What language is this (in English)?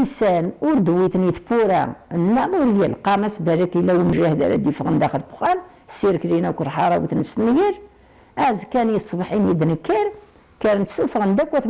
Kabyle